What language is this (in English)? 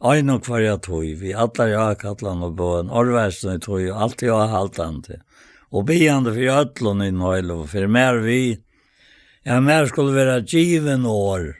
Faroese